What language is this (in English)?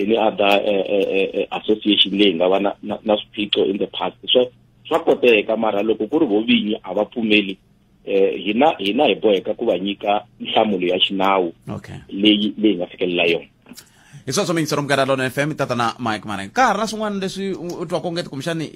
Tsonga